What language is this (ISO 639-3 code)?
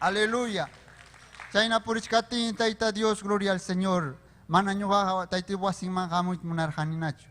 quy